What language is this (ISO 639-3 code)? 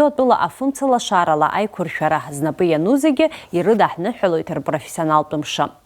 abk